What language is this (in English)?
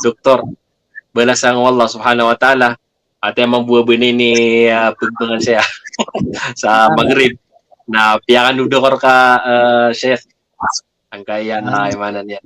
Maranao